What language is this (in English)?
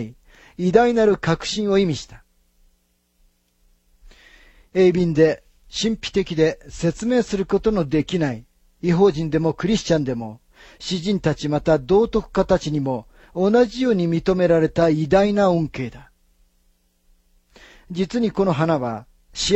Japanese